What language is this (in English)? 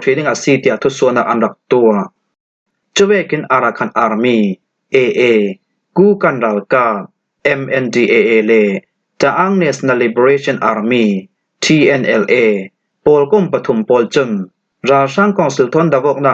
Falam Chin